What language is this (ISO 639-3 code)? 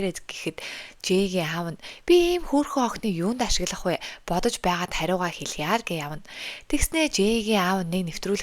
mon